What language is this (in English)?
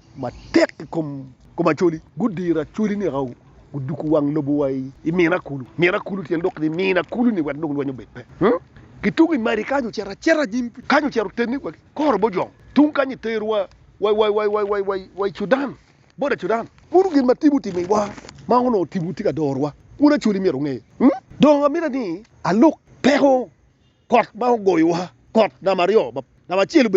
Acoli